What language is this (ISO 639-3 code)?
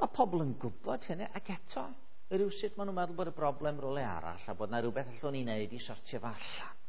cym